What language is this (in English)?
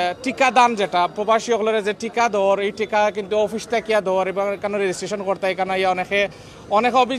Sylheti